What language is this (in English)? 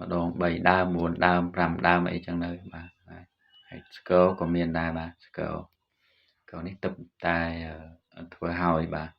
Khmer